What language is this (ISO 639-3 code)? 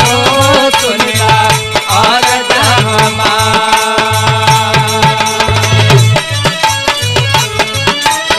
bho